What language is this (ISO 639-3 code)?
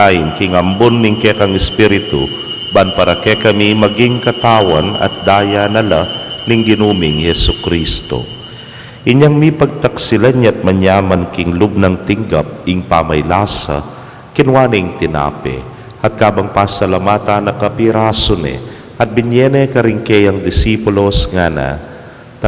pam